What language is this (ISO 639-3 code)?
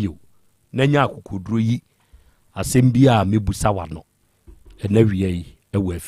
aka